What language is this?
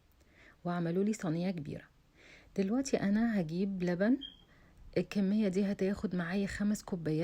Egyptian Arabic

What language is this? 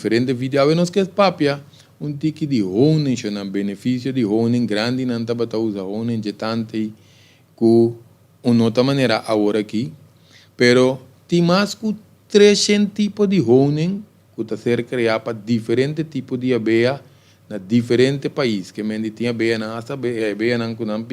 Papiamento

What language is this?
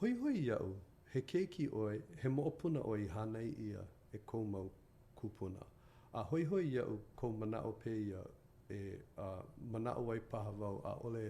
Hawaiian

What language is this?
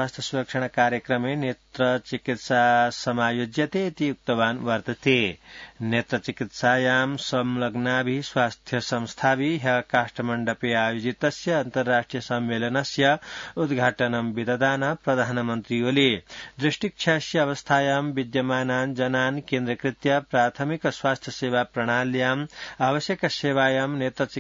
Sanskrit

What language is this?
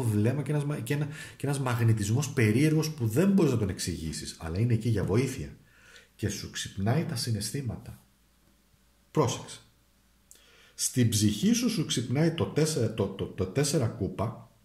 Greek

